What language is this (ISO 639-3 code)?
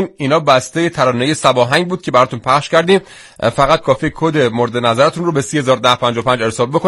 fas